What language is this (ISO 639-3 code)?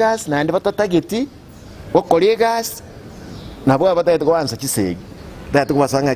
guz